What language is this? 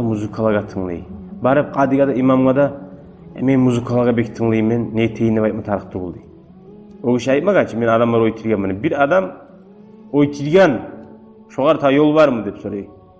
Kumyk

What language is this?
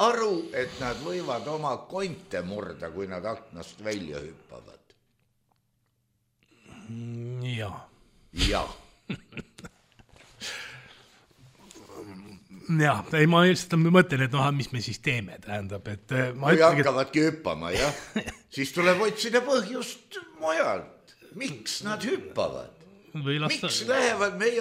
Estonian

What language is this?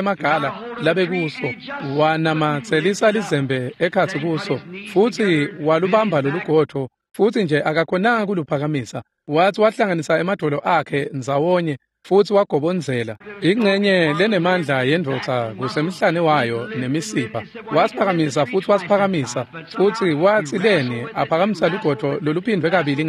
Swati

